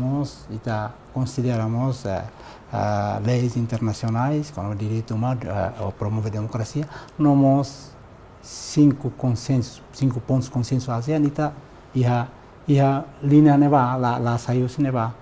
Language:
Tetum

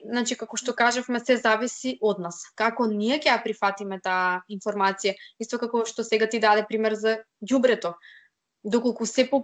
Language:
Macedonian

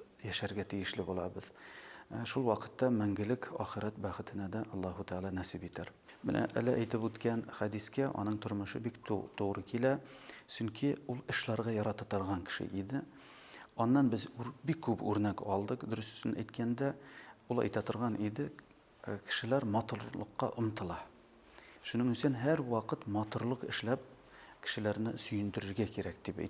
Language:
Bashkir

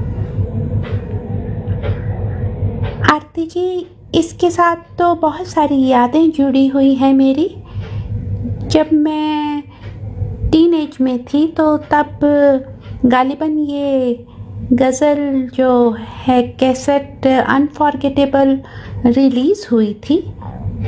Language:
Hindi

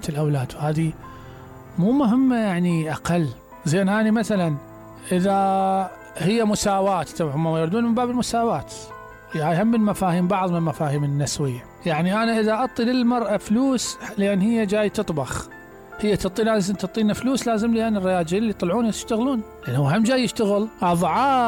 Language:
Mesopotamian Arabic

